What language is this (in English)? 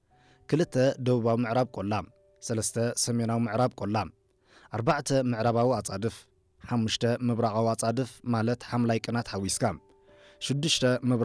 Tigrinya